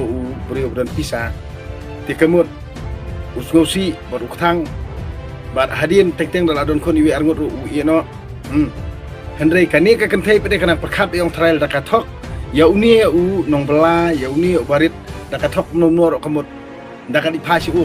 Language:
Khasi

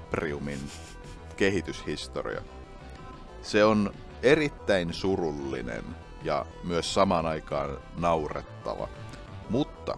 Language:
Finnish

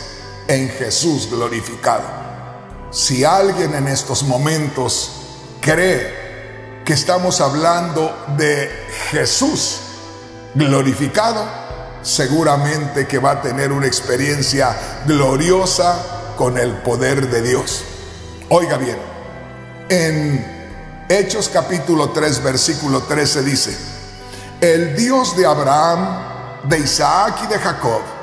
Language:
Spanish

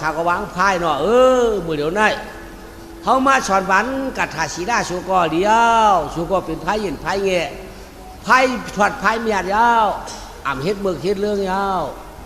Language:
Shan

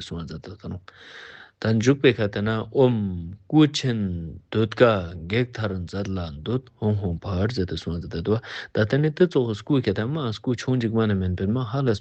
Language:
Ladakhi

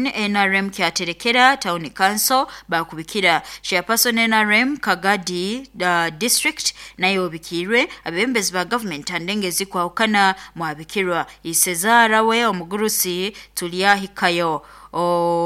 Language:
Nyoro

